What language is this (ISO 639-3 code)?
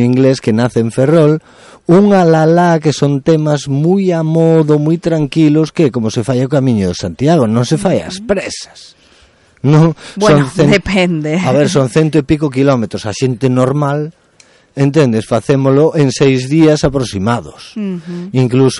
glg